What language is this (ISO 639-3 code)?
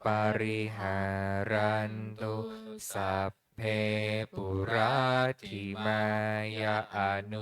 pli